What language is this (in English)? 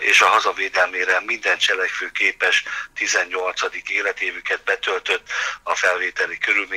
Hungarian